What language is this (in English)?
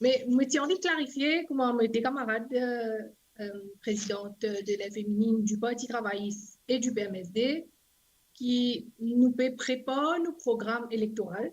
Morisyen